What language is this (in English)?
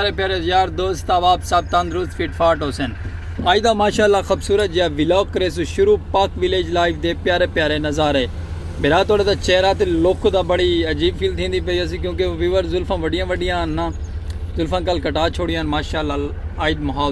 Saraiki